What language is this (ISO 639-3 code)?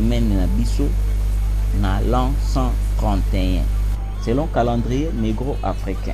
lin